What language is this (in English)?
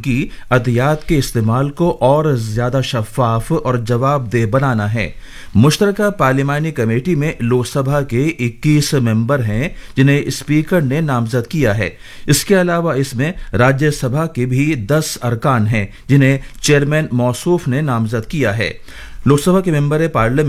Urdu